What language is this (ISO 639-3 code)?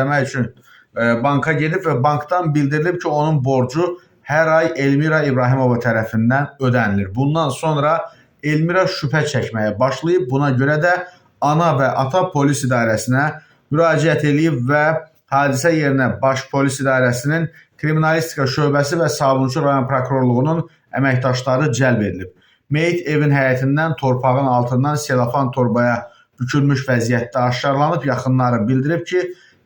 aze